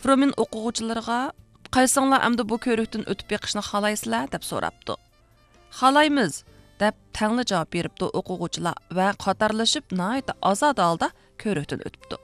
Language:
Uyghur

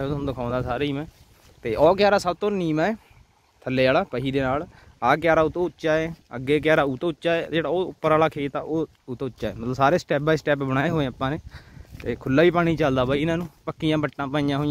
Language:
Punjabi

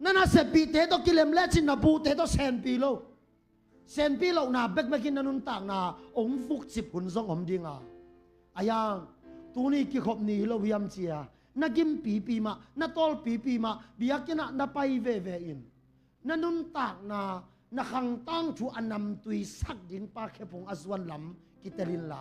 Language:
Tedim Chin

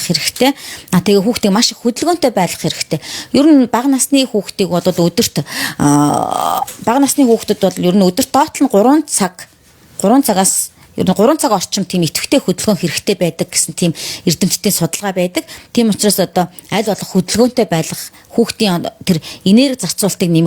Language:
Mongolian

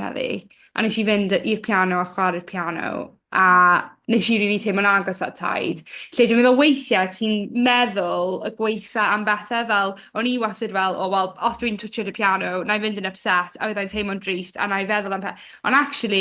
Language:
Welsh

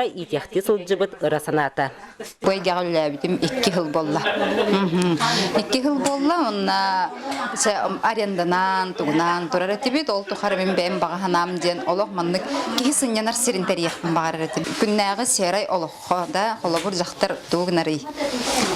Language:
Yakut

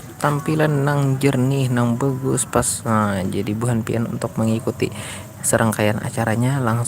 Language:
Banjar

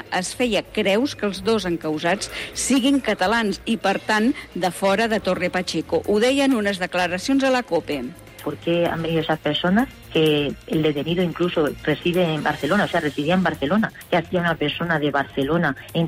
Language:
Catalan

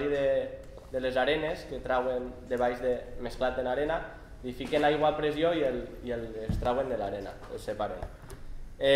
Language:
Catalan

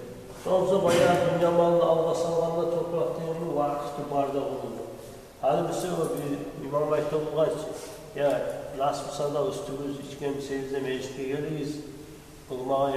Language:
Kumyk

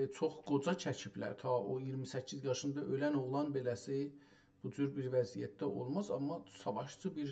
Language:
South Azerbaijani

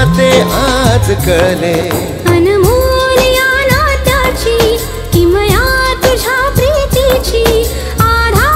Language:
Marathi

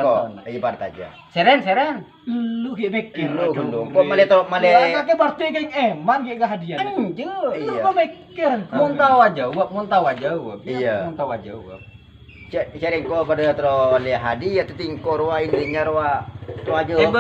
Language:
Madurese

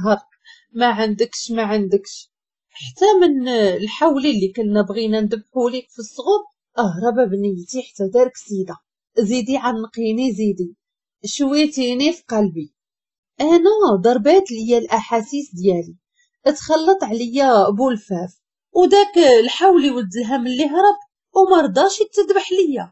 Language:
Moroccan Arabic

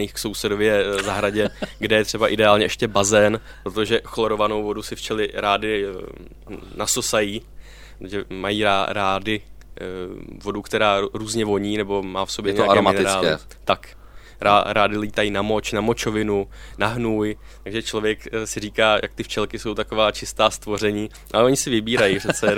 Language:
Czech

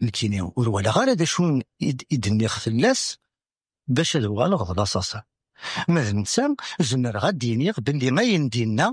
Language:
Kabyle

